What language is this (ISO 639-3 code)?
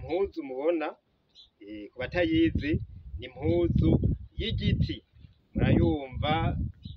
run